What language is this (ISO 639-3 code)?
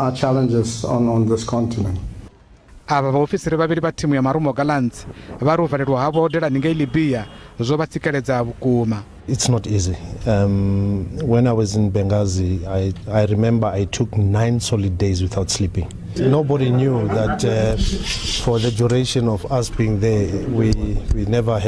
ven